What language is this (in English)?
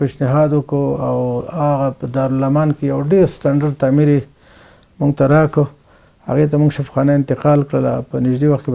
Pashto